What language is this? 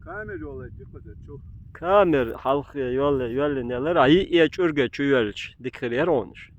Chechen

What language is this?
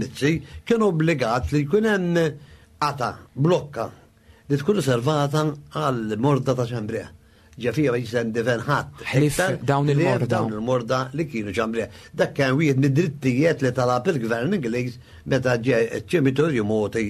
Maltese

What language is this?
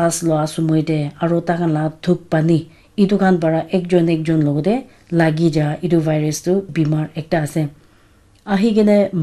Naga Pidgin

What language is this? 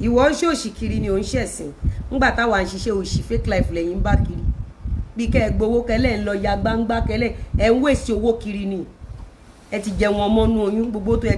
Yoruba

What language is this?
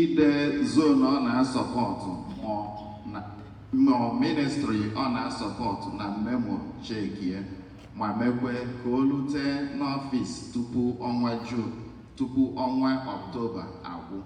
Igbo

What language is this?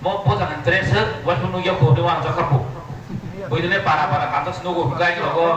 Kok Borok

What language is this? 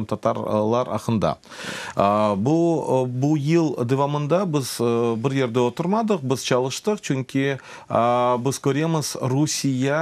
Crimean Tatar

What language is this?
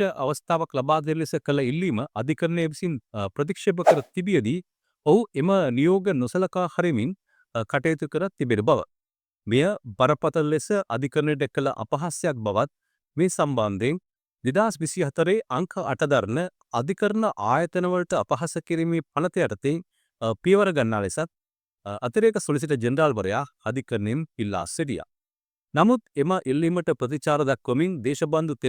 Sinhala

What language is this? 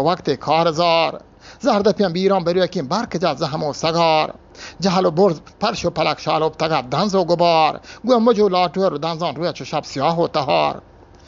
Eastern Balochi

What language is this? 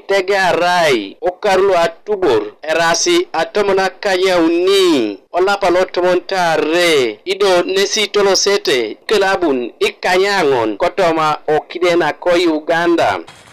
Teso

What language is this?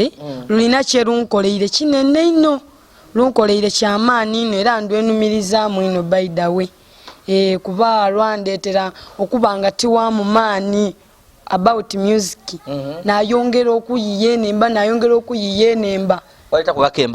Ganda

